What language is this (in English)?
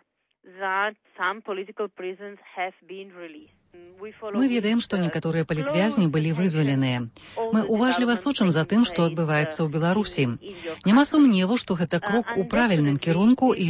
Belarusian